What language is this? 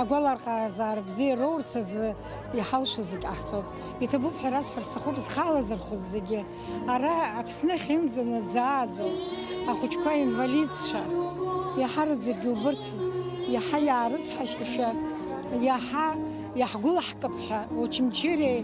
Abkhazian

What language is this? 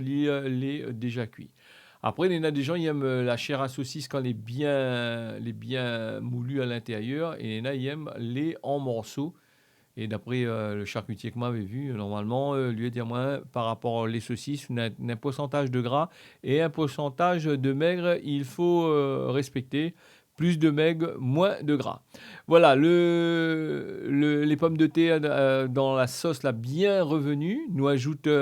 Réunion Creole French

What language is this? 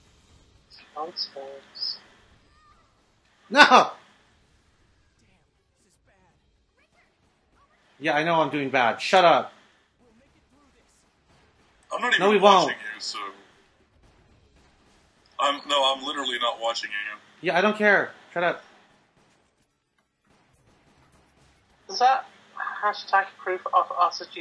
English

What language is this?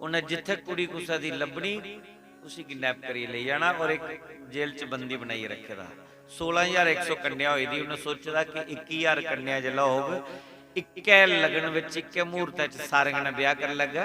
Dogri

